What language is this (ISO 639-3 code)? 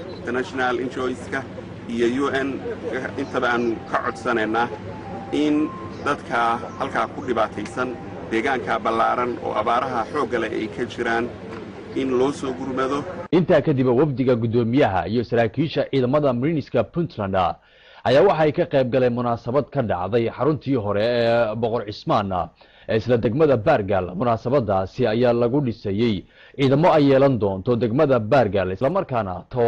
som